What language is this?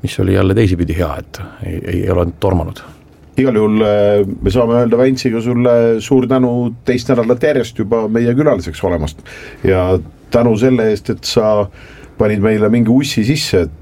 Estonian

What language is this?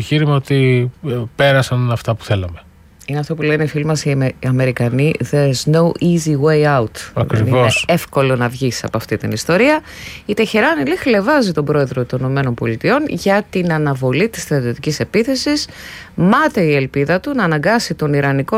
Greek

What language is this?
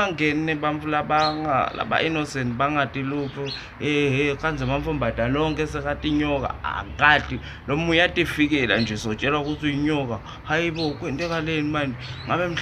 Zulu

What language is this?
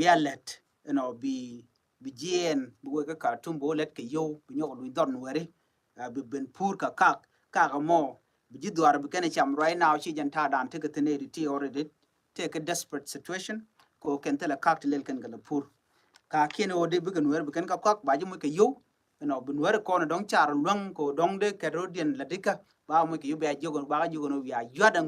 Nuer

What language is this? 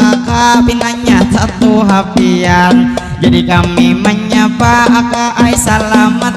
Banjar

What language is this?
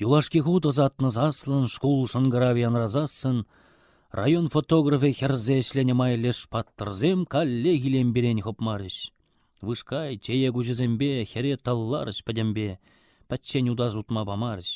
Chuvash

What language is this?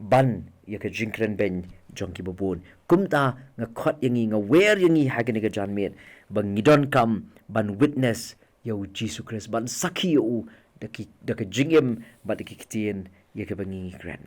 Khasi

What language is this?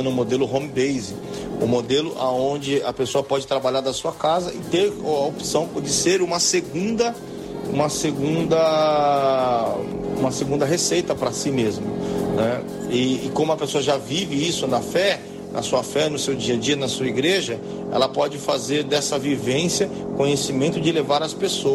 Portuguese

